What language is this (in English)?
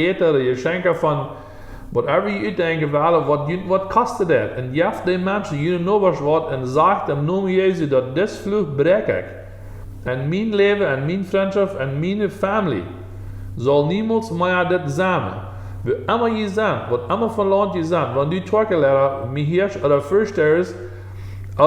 Plautdietsch